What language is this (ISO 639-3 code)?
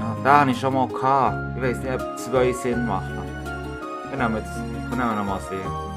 gsw